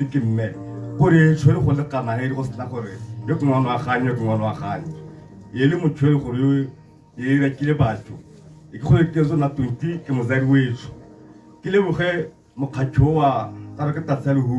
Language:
Tswana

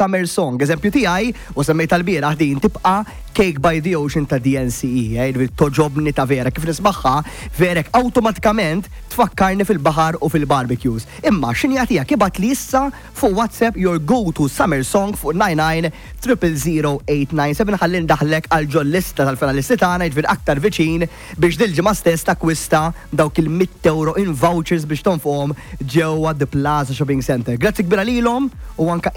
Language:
Maltese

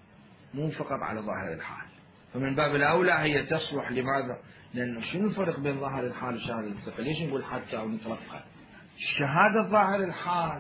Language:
Mesopotamian Arabic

